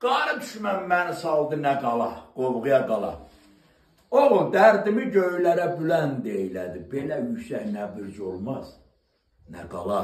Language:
South Azerbaijani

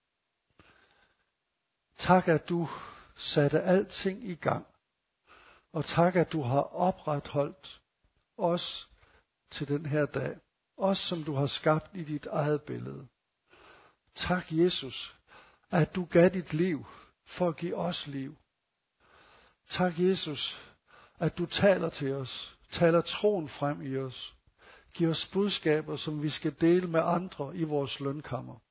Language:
Danish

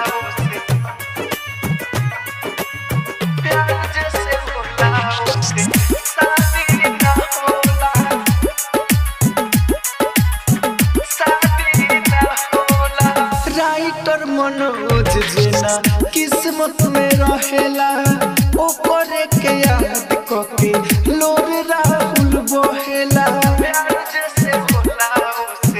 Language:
Bhojpuri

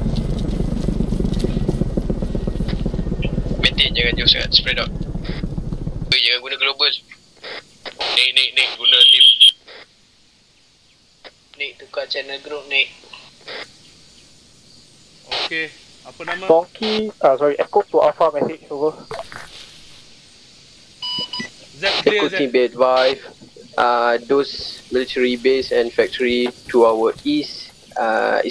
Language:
Malay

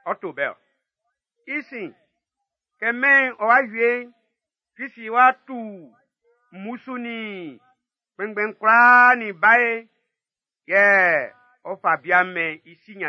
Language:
Baoulé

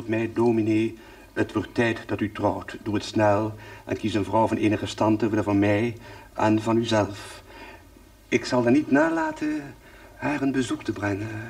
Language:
Dutch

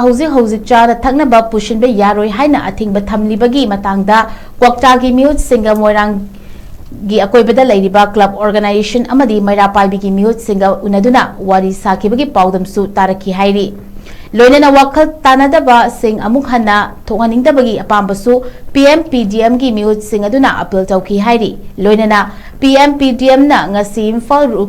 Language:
Manipuri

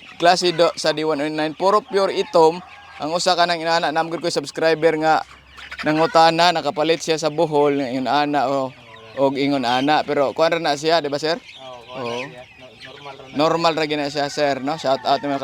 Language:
Cebuano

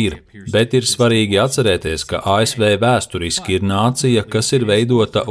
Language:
Latvian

